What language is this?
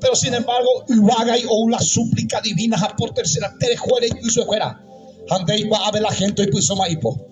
Guarani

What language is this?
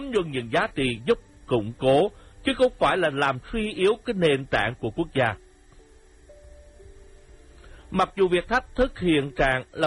Vietnamese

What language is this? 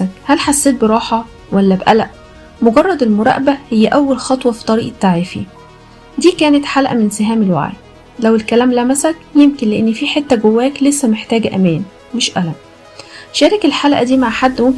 Egyptian Arabic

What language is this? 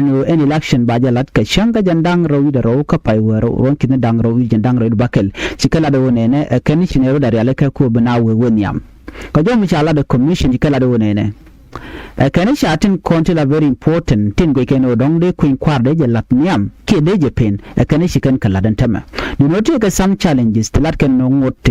Nuer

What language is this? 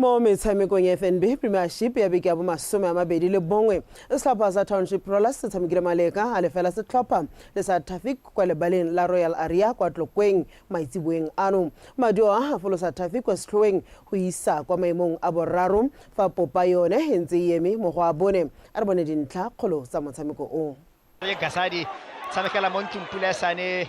Tswana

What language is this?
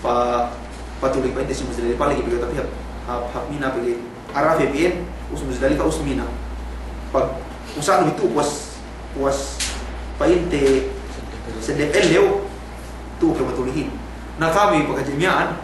Yakan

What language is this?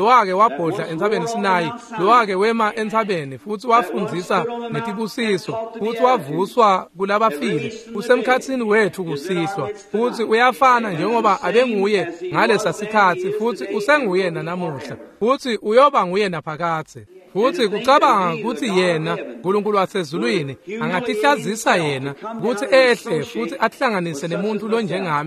Swati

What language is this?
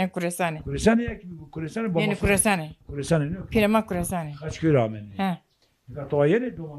Zaza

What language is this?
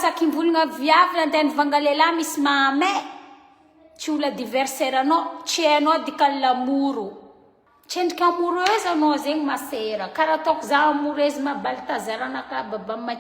Malagasy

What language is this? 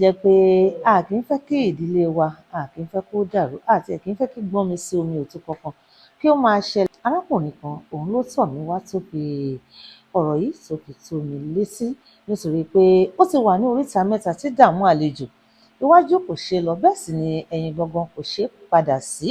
Yoruba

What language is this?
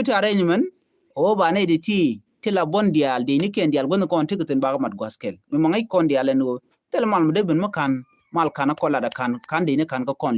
Nuer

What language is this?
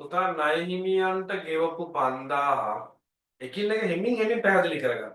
Sinhala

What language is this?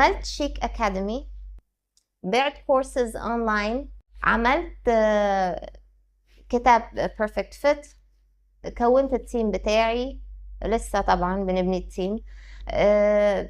Egyptian Arabic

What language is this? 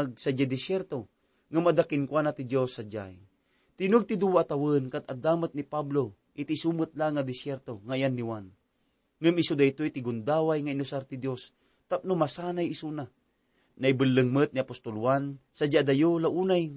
Iloko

